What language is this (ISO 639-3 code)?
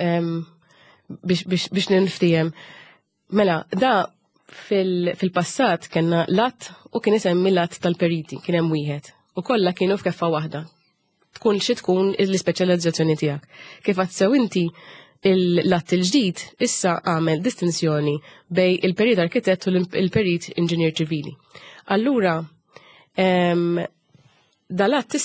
mlt